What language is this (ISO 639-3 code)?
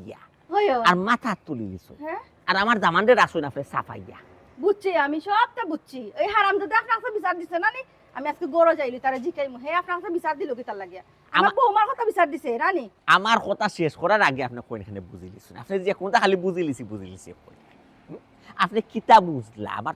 syl